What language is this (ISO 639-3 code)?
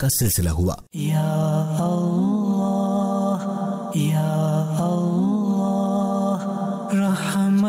urd